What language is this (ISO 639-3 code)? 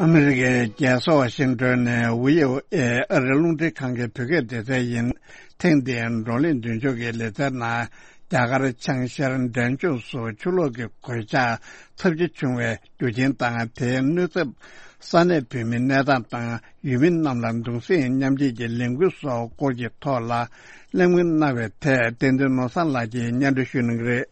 bod